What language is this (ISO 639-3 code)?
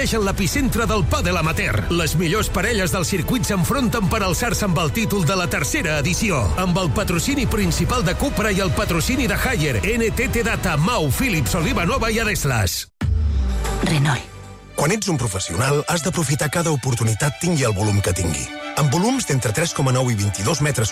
cat